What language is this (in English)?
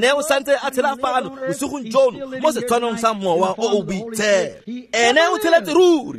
Tswana